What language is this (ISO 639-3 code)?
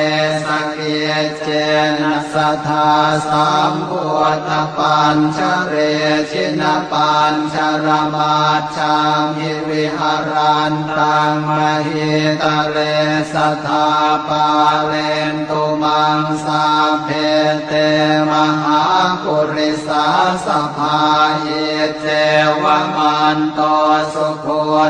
pli